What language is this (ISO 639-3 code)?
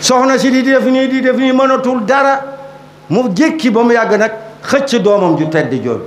wol